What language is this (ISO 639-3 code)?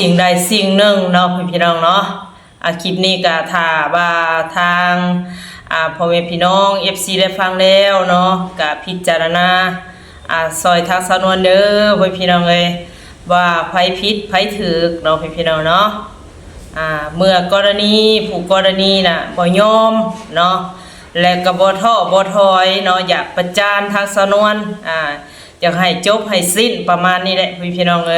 lao